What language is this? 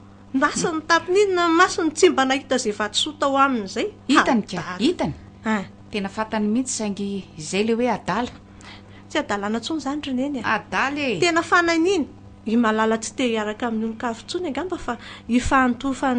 Malagasy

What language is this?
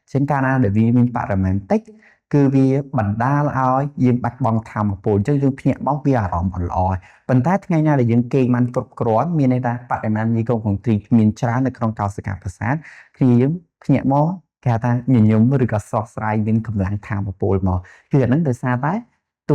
Khmer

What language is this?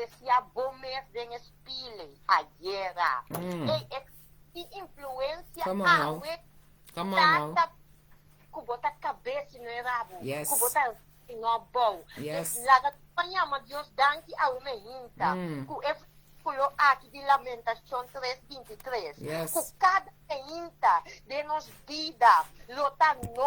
Papiamento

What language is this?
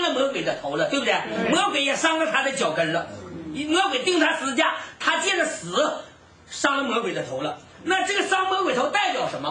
Chinese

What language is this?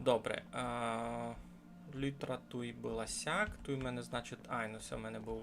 Rusyn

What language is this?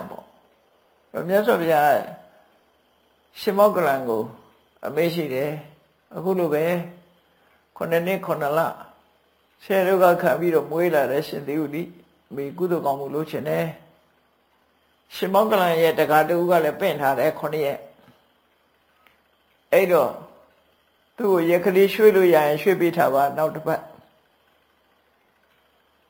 Burmese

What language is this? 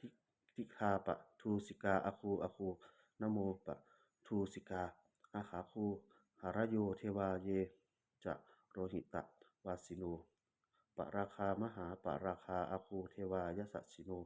Pali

